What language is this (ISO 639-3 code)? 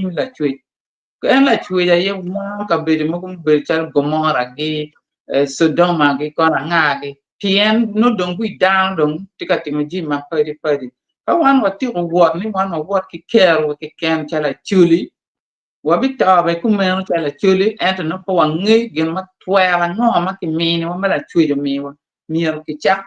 ach